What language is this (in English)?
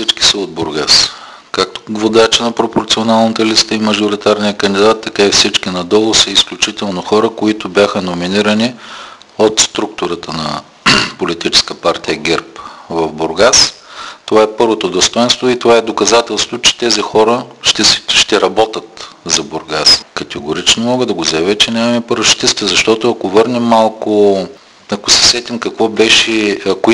Bulgarian